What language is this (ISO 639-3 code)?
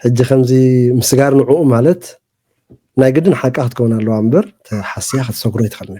tir